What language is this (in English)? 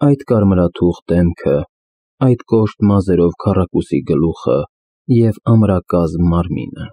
Armenian